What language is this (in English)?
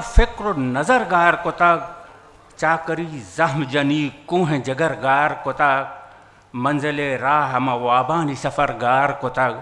Eastern Balochi